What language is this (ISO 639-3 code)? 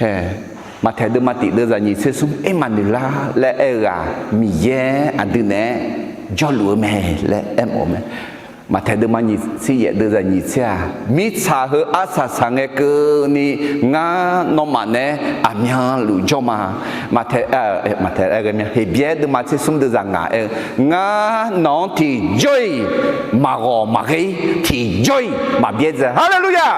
ahk